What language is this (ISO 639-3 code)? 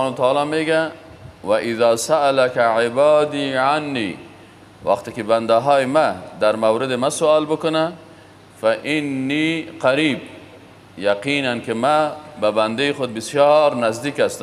fas